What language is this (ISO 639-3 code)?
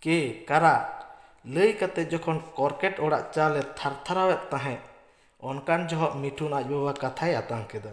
sat